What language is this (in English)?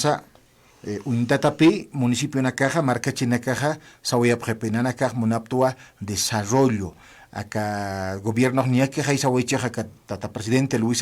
Aymara